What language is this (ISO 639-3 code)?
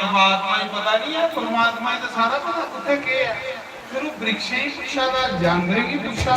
doi